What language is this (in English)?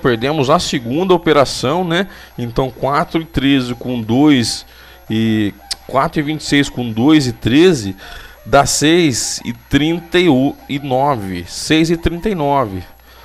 Portuguese